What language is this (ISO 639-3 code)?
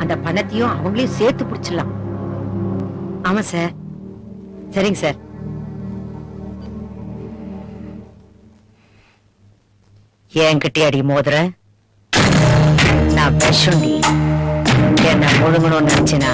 tam